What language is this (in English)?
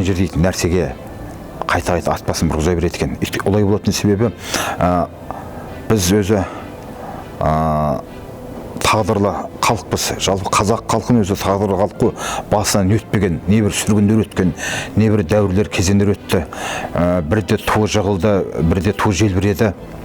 Kazakh